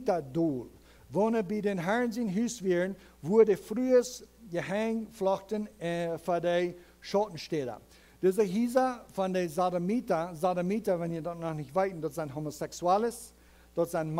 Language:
Plautdietsch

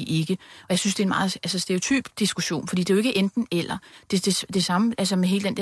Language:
Danish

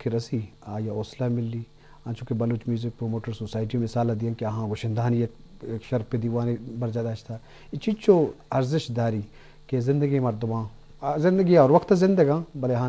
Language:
Eastern Balochi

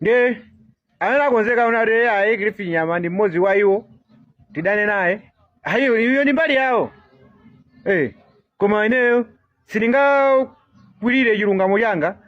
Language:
Nyanja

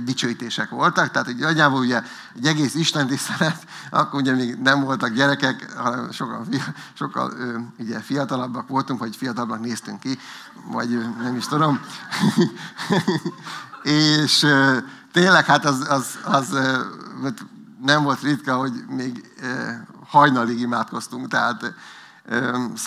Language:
Hungarian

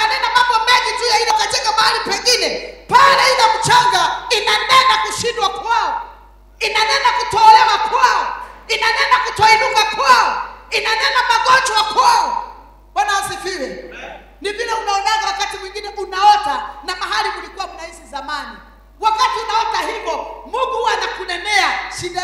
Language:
Swahili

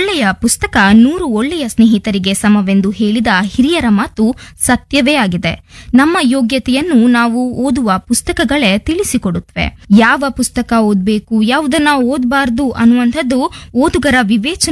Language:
Kannada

